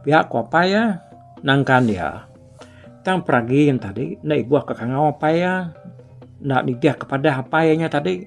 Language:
Iban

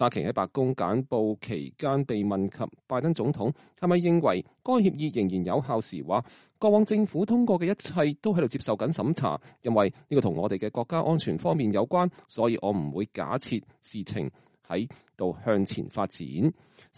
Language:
Cantonese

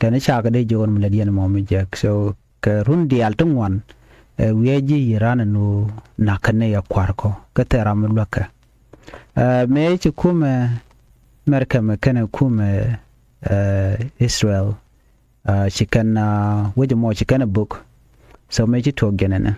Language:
Nuer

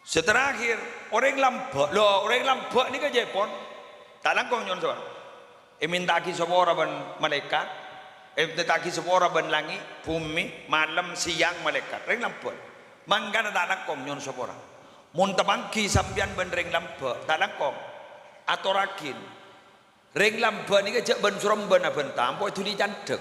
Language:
Madurese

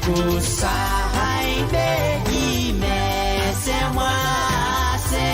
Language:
Pohnpeian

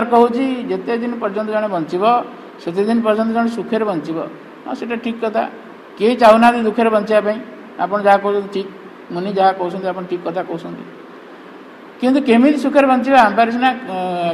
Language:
Odia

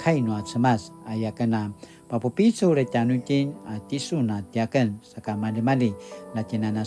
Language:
Paiwan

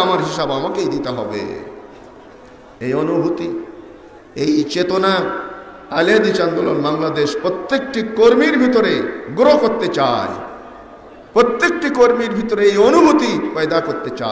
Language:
Bangla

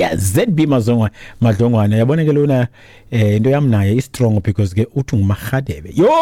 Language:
Xhosa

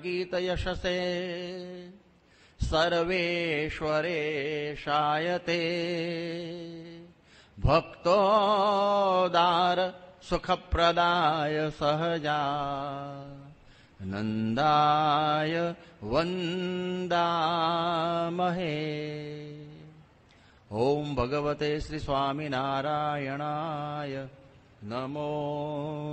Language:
Gujarati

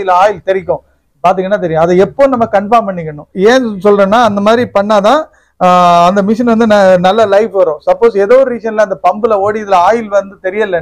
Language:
Tamil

